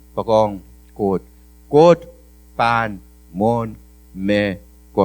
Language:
Pohnpeian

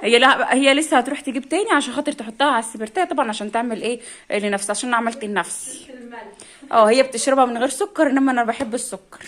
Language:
Egyptian Arabic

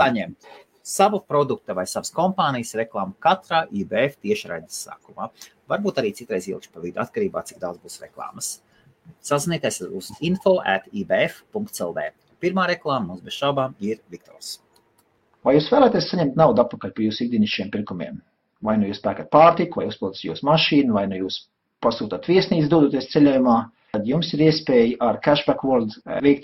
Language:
Latvian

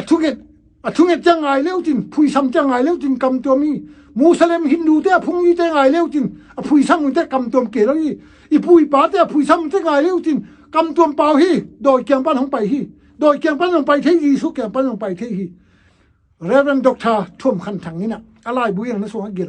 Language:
Tedim Chin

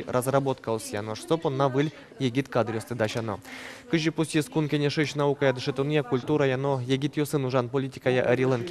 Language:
Udmurt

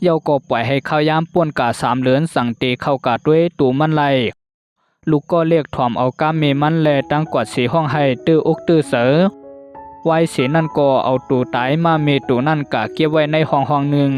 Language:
Shan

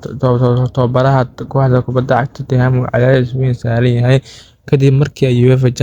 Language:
Somali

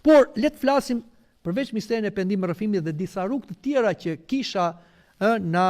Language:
Albanian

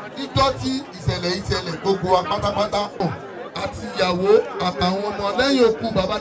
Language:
Yoruba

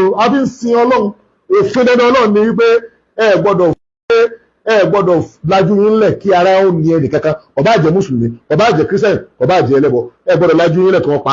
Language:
Yoruba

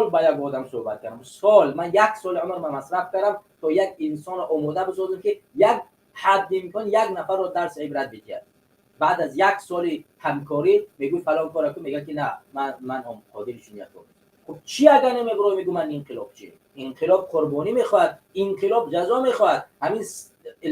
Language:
Tajik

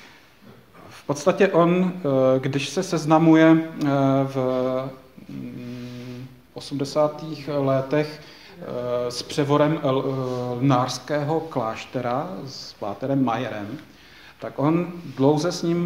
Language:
Czech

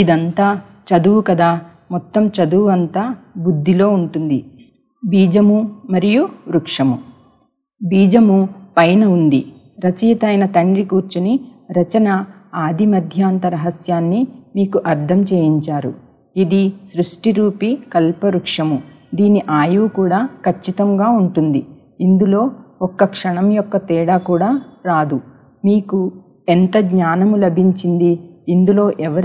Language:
Telugu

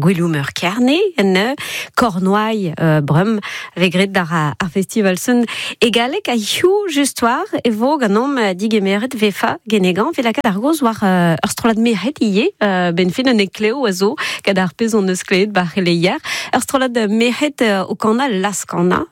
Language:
Breton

